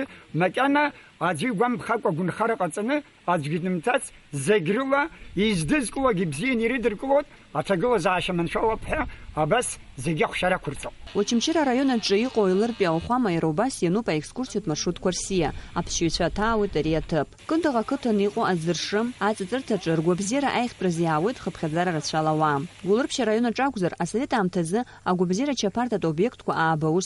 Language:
Abkhazian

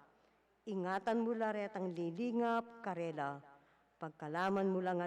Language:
Pampanga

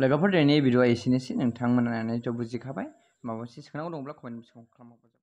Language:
Bodo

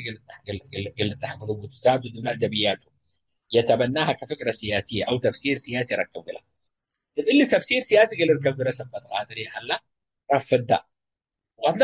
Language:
Tigre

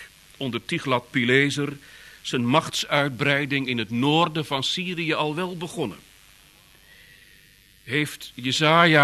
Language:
Dutch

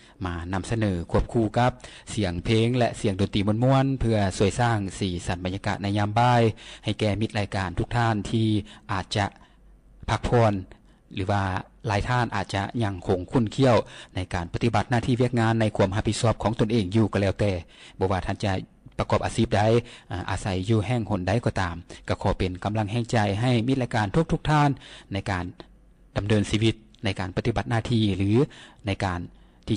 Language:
Lao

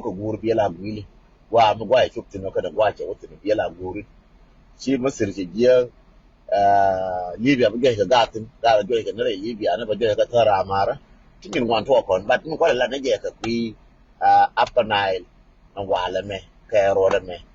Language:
Nuer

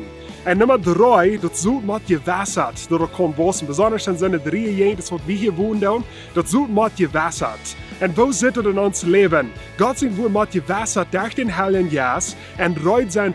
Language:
Plautdietsch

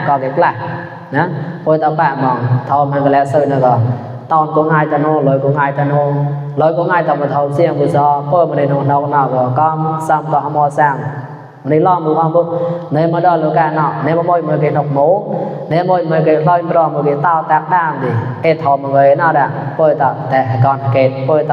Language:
Mon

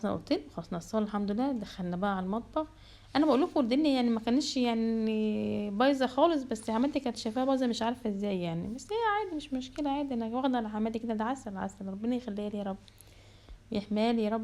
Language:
Egyptian Arabic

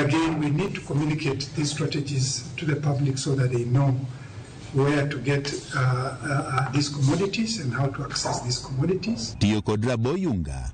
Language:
Luo (Kenya and Tanzania)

